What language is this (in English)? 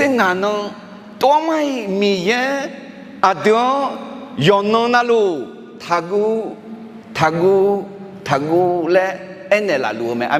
Akha